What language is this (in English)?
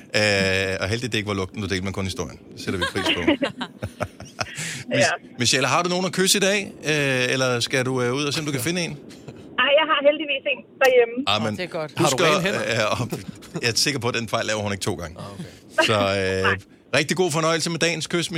Danish